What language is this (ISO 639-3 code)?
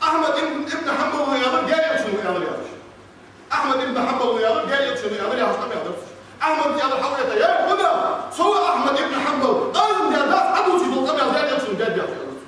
inh